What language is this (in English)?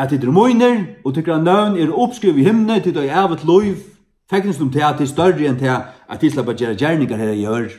Faroese